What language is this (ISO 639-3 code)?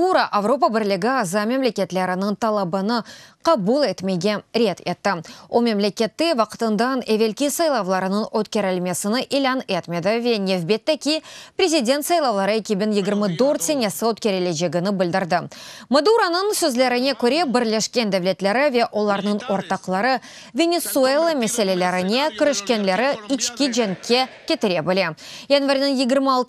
crh